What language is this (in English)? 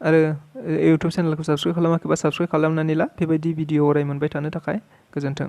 Bodo